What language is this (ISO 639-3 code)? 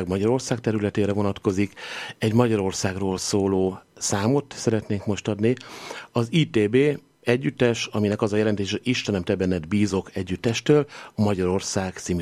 hun